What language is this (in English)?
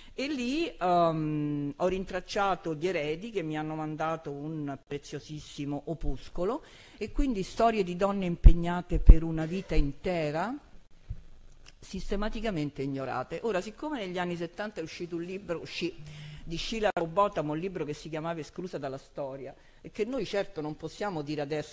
Italian